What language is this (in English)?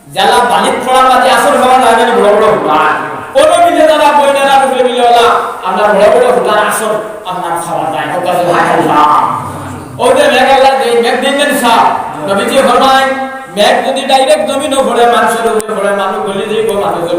Sylheti